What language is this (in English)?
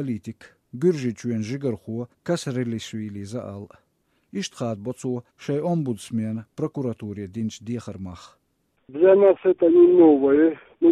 Latvian